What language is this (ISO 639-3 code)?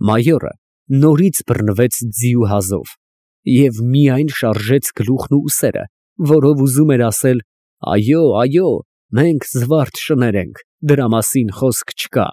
hye